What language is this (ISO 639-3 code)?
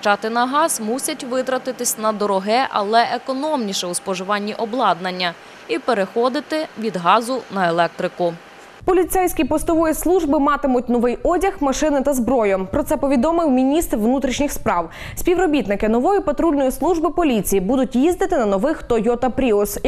ukr